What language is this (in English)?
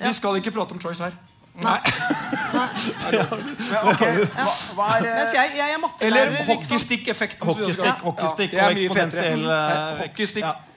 Norwegian